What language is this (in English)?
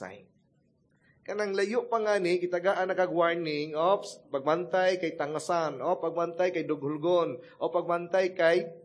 Cebuano